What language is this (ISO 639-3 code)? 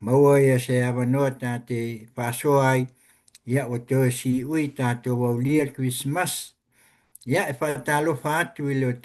smo